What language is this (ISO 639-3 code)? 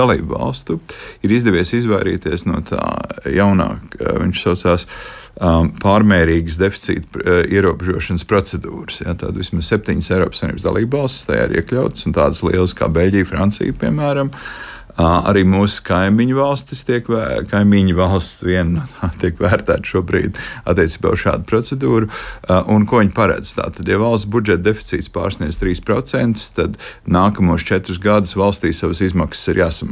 lav